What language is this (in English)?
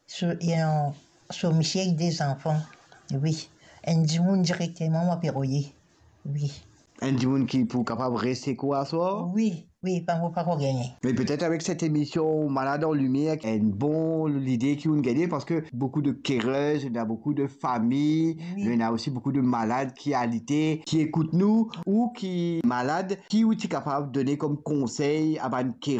Morisyen